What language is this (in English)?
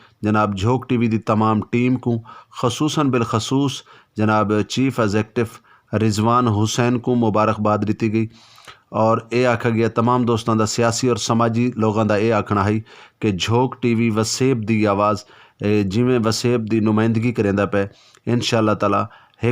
Saraiki